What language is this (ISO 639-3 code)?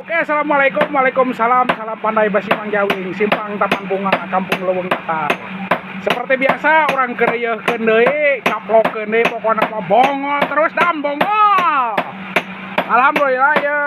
sun